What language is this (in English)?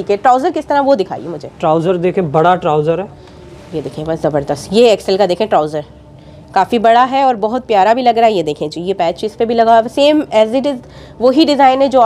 Hindi